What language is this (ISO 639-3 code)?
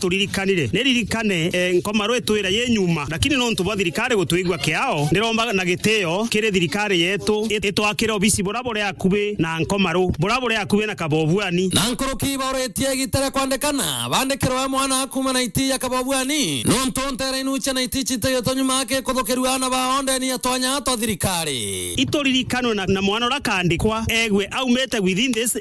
mer